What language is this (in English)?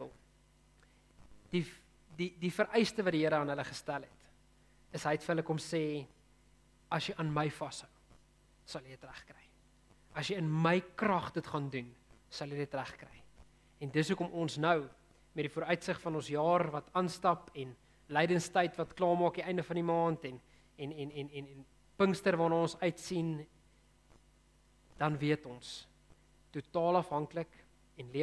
Afrikaans